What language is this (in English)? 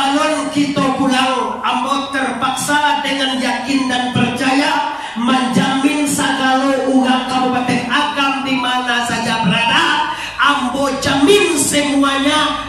Minangkabau